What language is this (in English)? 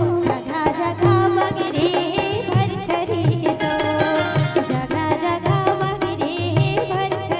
Chhattisgarhi